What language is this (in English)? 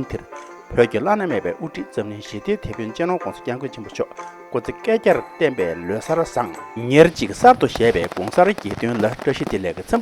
Tibetan